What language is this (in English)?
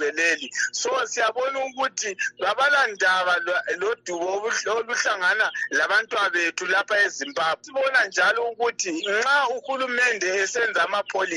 North Ndebele